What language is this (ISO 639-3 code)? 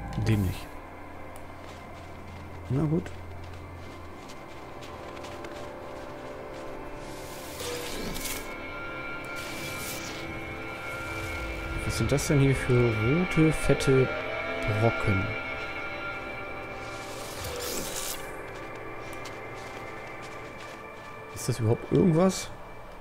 deu